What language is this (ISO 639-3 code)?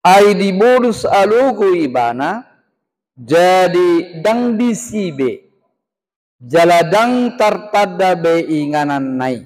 bbc